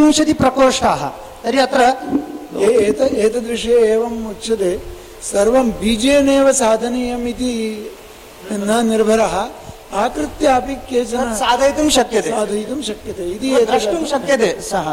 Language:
Sanskrit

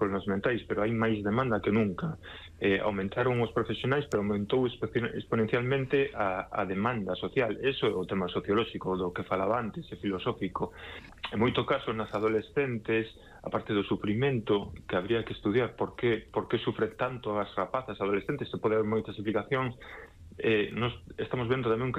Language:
Galician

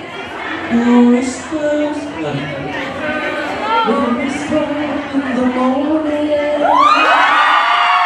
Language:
Filipino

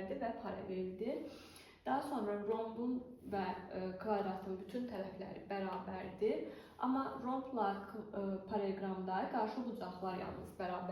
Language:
Azerbaijani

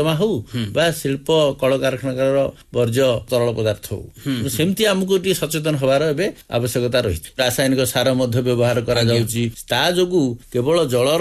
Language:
Odia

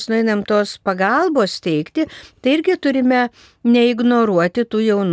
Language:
Lithuanian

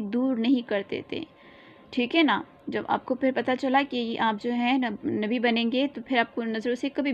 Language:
Urdu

